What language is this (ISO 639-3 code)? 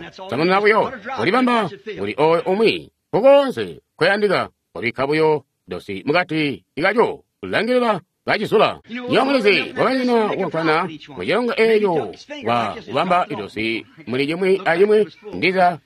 toi